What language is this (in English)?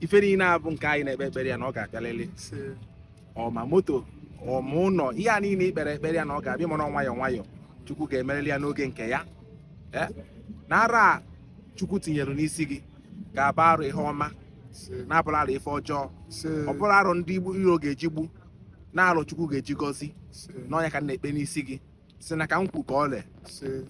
Igbo